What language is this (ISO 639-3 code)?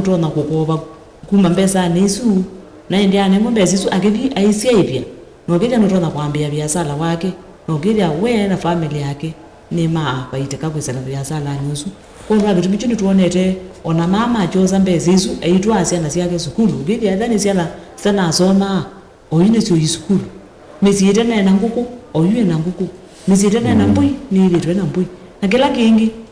kam